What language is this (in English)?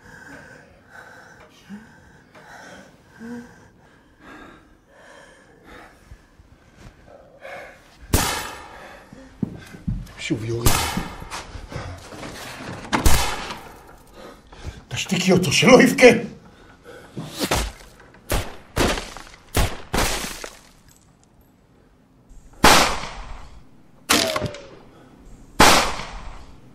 Hebrew